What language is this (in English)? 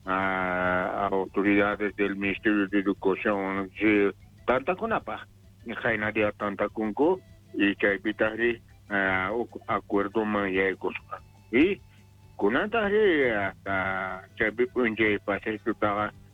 South Bolivian Quechua